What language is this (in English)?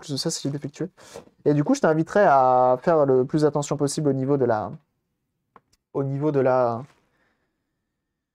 French